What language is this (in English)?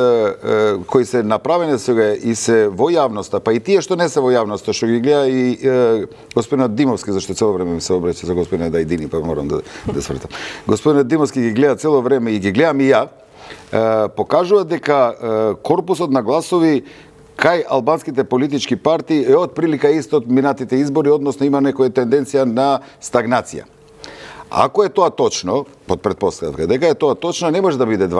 Macedonian